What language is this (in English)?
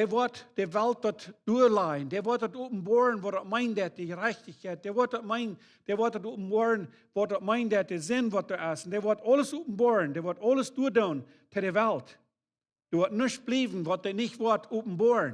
Plautdietsch